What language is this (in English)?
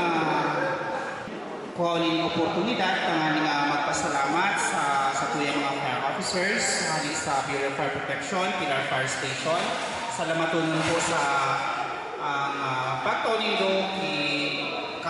Bikol